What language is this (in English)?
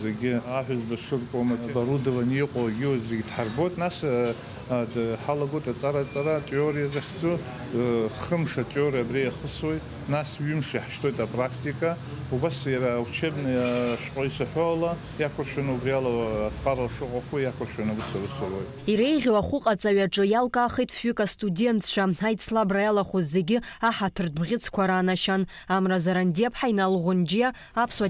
Abkhazian